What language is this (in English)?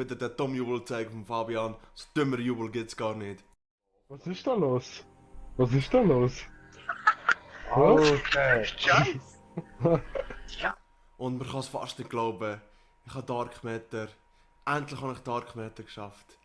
Swiss German